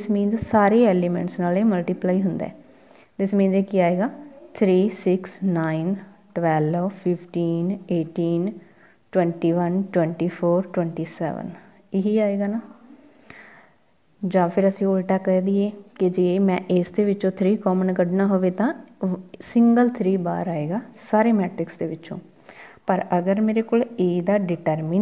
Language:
Punjabi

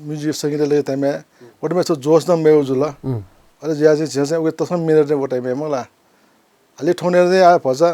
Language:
Newari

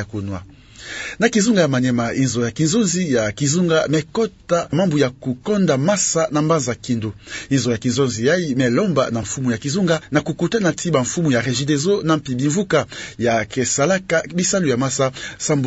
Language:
Kituba (Democratic Republic of Congo)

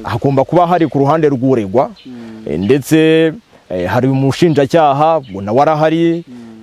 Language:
Kinyarwanda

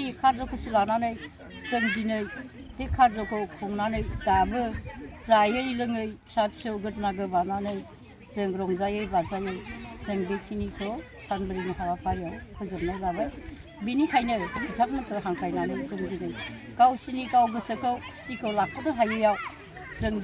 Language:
Bodo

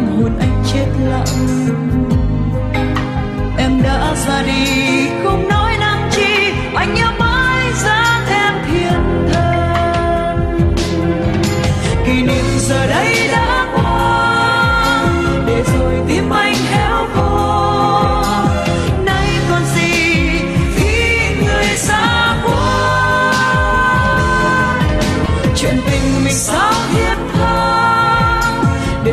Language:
Vietnamese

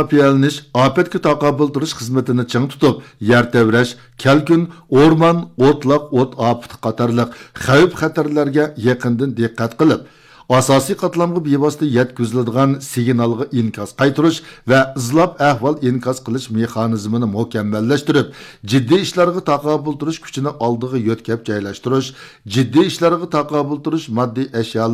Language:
Uyghur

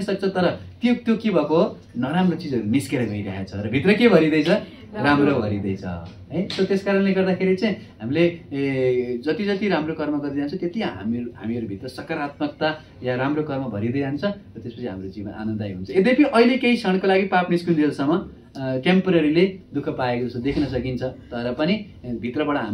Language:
Nepali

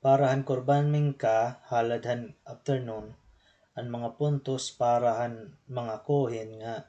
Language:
Waray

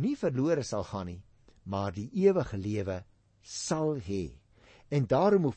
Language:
Afrikaans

